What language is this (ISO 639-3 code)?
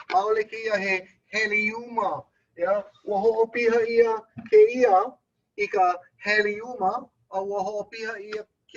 haw